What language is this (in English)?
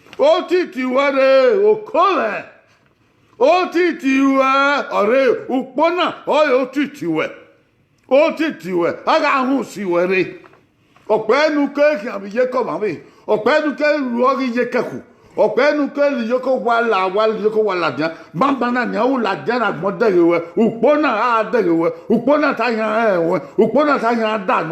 Bini